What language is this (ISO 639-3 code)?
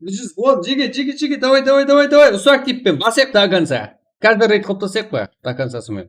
kaa